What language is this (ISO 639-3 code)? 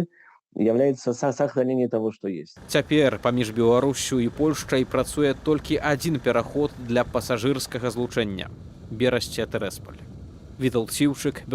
bel